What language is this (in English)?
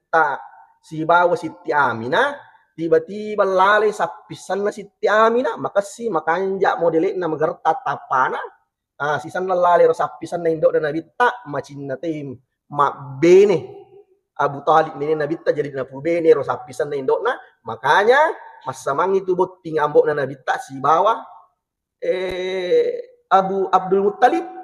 Buginese